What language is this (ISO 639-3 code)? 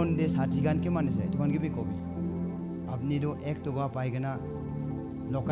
nag